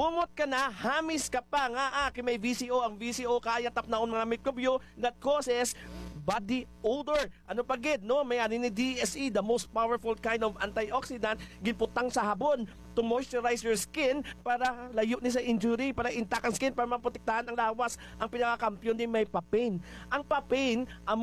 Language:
Hiligaynon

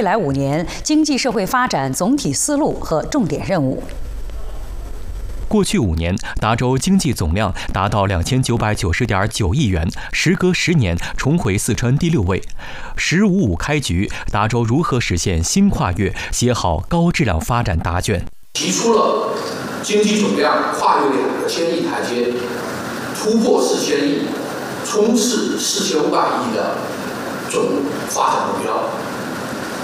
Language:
Chinese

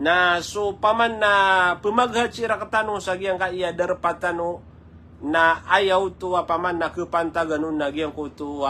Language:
Maranao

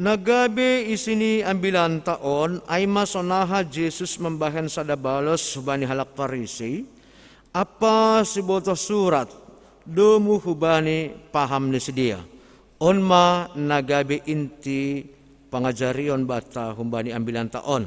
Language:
Batak Simalungun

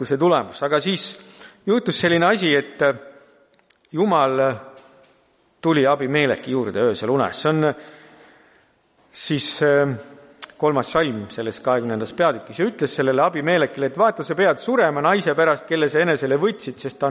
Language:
Estonian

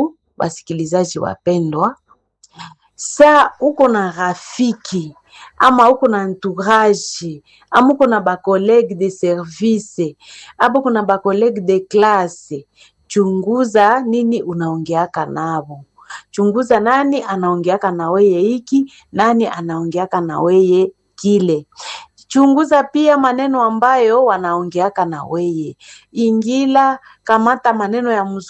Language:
Swahili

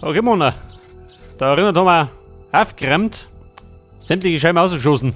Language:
Bavarian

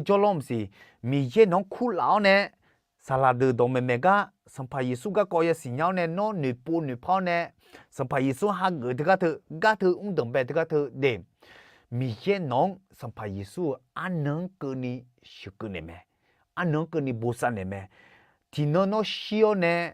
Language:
Akha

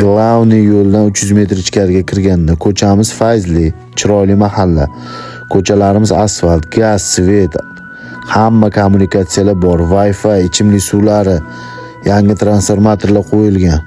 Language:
Uzbek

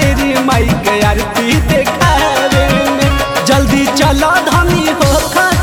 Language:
Bhojpuri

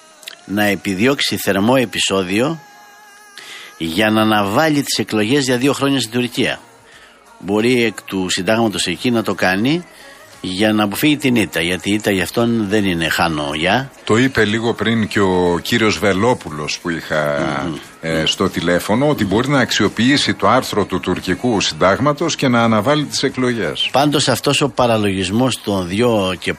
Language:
Greek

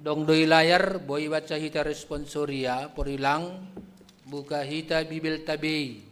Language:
Batak Simalungun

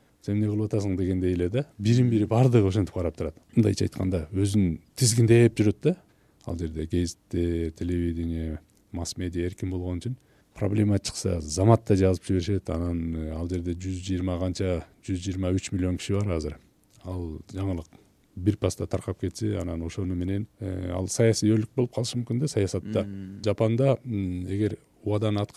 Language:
Kyrgyz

